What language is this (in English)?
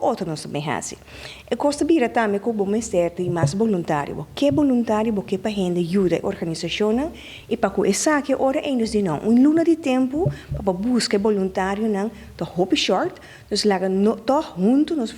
Papiamento